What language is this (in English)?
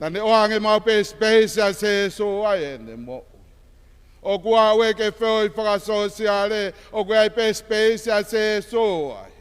Tongan